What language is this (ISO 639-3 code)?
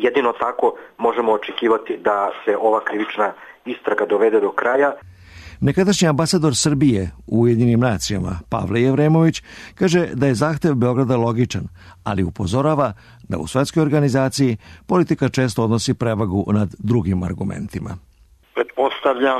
srp